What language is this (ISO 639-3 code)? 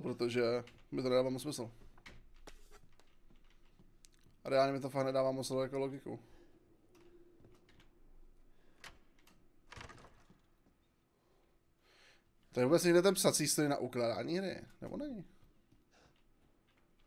ces